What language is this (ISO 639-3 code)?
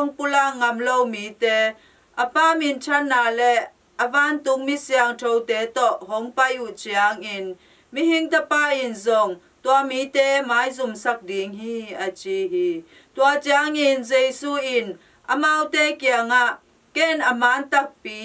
ctd